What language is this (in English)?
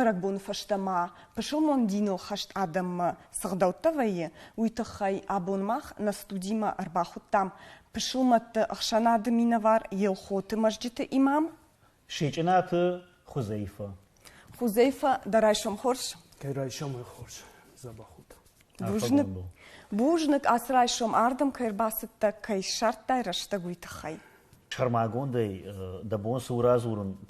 Ossetic